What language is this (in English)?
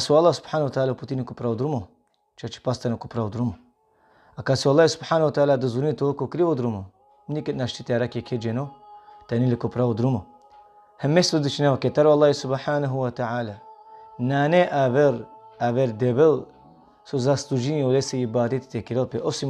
Balkan Romani